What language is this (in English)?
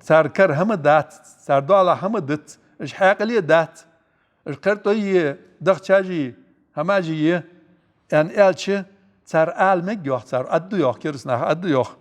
Ingush